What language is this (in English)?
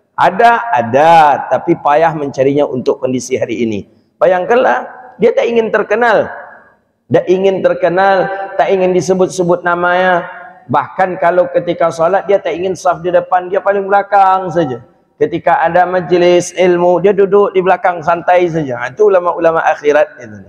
Malay